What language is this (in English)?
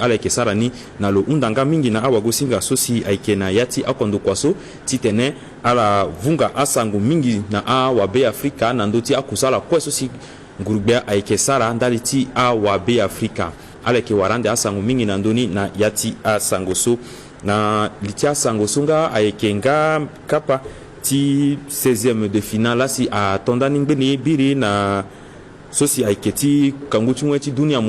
Sango